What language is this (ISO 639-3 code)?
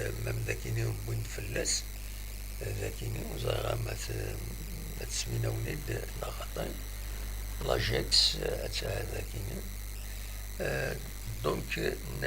kab